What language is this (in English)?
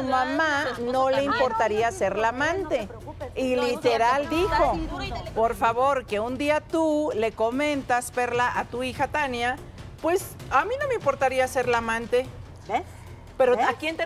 Spanish